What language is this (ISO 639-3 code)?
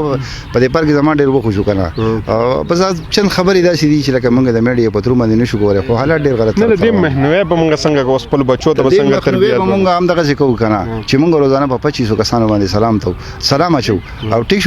pus